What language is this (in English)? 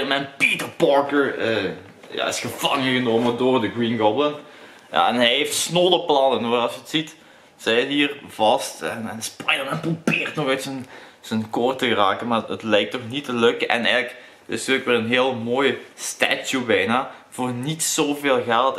Dutch